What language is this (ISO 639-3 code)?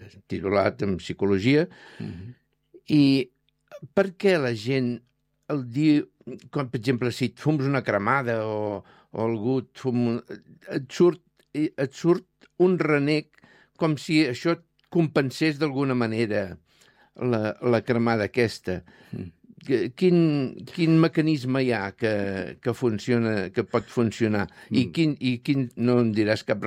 cat